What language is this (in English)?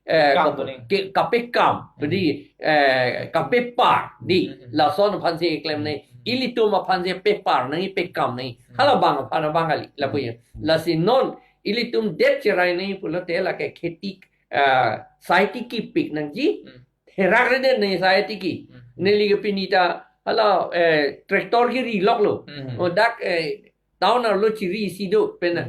Karbi